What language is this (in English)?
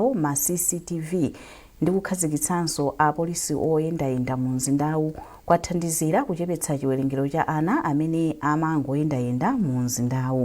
Nyanja